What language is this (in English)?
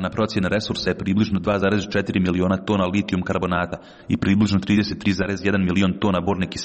Serbian